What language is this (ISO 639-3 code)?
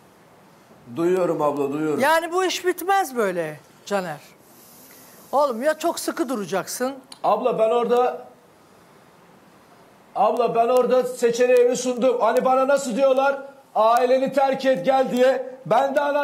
tur